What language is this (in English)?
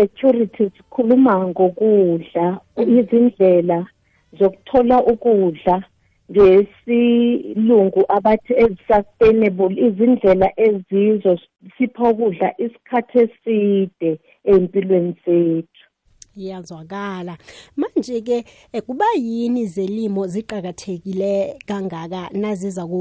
South Ndebele